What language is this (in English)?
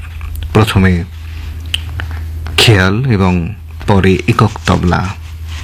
Bangla